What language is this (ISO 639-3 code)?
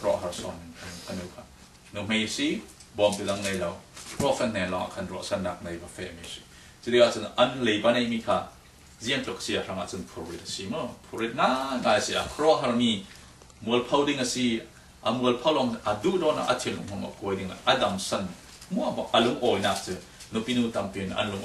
cfm